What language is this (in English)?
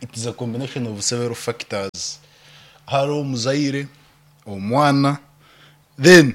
Nyankole